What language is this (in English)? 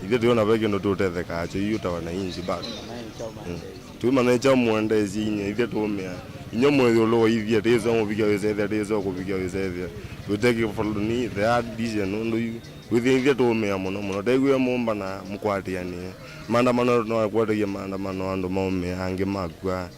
Kamba